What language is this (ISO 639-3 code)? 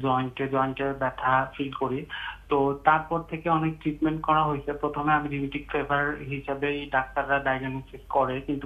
ben